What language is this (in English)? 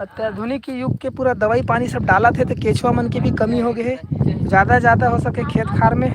Chhattisgarhi